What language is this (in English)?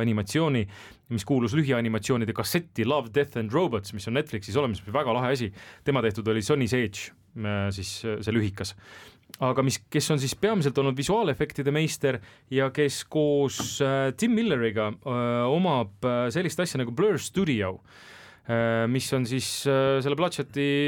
Estonian